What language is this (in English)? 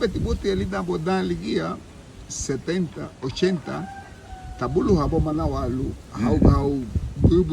Garifuna